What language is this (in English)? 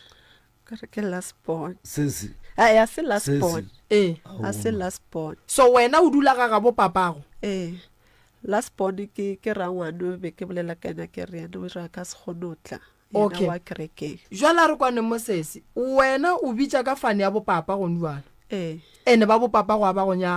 Northern Sotho